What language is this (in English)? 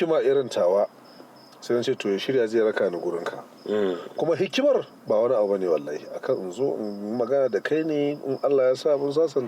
Hausa